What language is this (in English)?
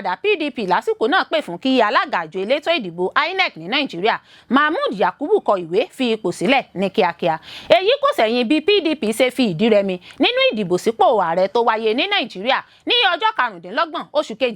Yoruba